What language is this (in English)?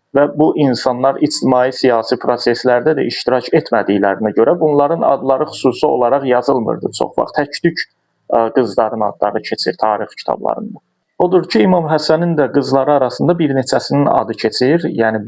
Azerbaijani